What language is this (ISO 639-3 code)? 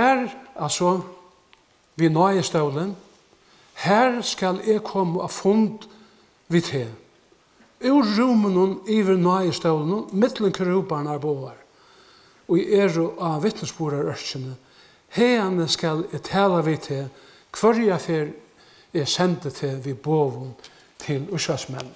fao